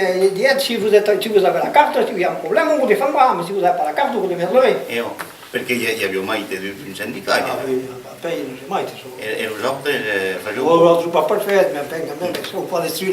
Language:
Occitan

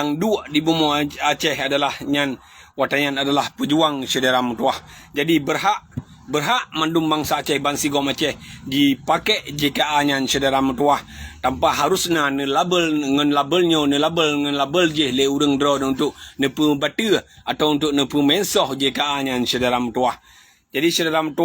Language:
Achinese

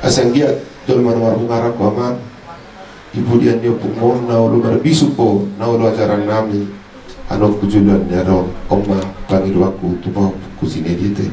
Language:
Batak Toba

